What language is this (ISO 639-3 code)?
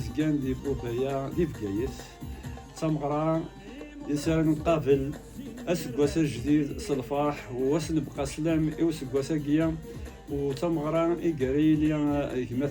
kab